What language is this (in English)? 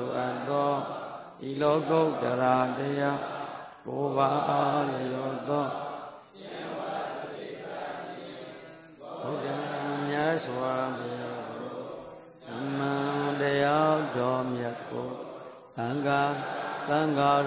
Burmese